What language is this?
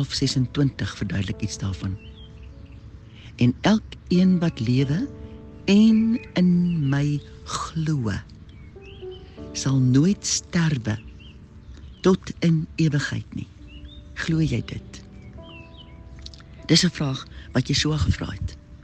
Afrikaans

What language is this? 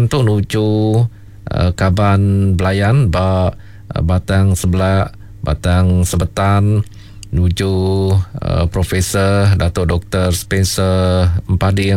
Iban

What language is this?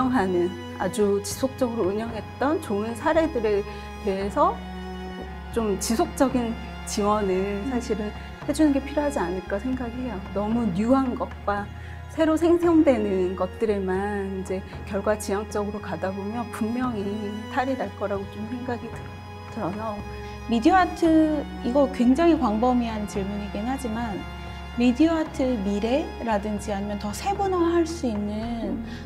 Korean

